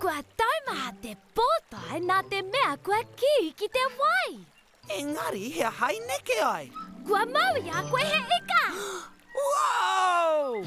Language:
Māori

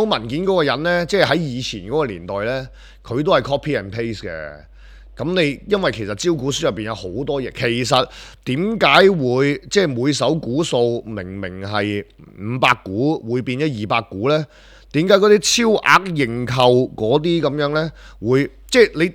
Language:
Cantonese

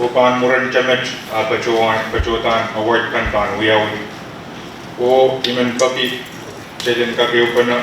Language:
Pohnpeian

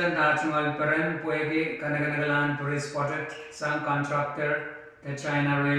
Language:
Pohnpeian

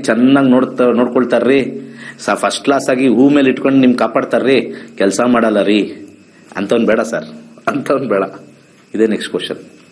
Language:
Kannada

